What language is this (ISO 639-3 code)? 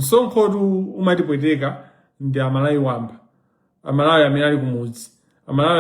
nya